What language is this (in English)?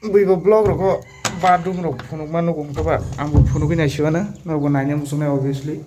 Kok Borok